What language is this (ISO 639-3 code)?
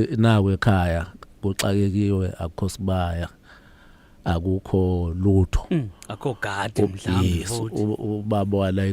zul